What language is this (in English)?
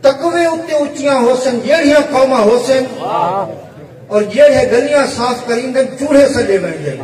Saraiki